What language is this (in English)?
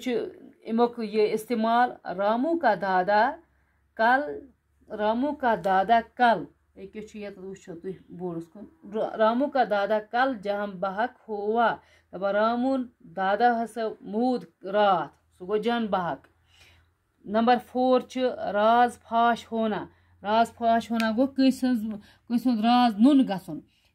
Kashmiri